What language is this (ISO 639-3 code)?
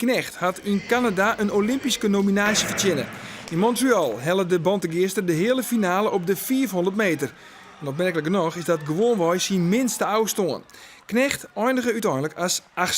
fry